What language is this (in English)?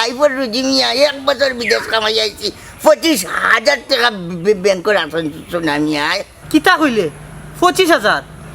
Sylheti